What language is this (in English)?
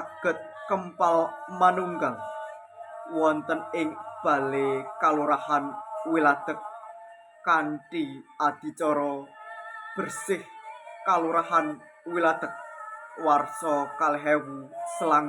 Javanese